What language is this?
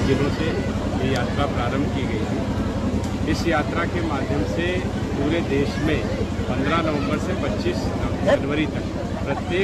Hindi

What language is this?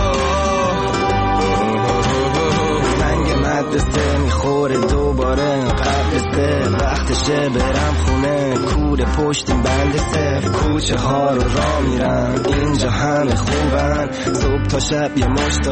Persian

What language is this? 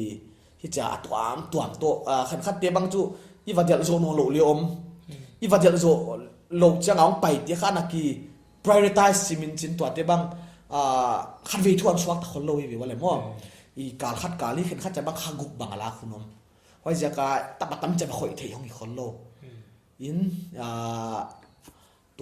Paite Chin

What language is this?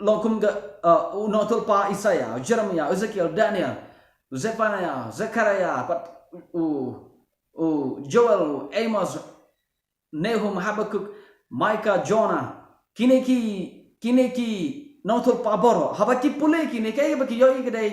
Khasi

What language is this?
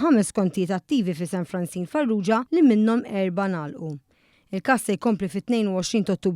Maltese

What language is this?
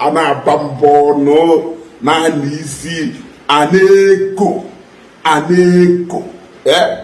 Igbo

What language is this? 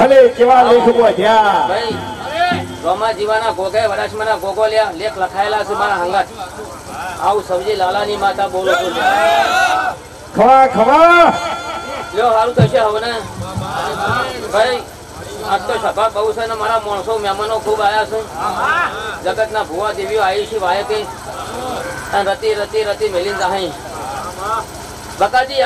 Gujarati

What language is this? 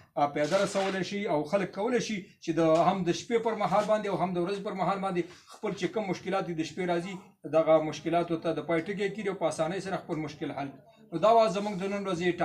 Pashto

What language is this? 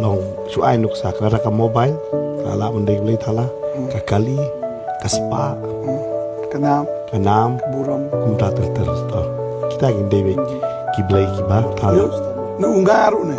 Khasi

